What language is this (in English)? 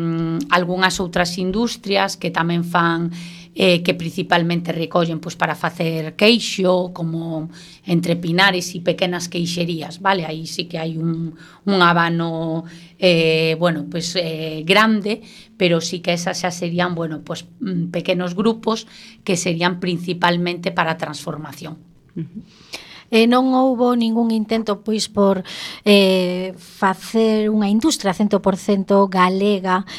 Galician